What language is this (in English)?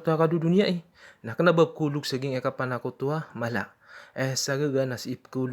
Maranao